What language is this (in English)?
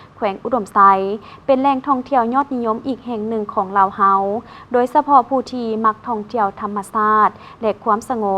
Lao